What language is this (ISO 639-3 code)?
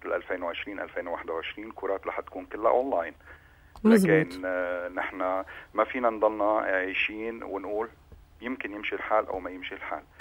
apc